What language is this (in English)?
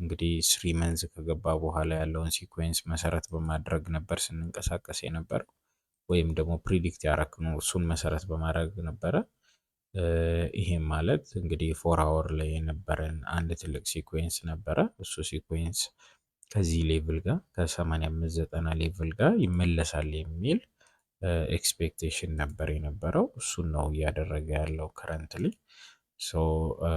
Amharic